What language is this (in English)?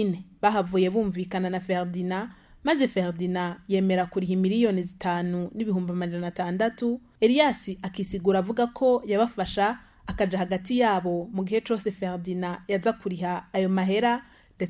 Rundi